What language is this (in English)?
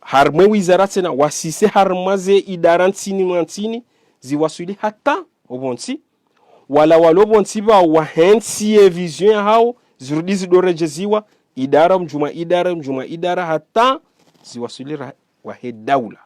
Ngazidja Comorian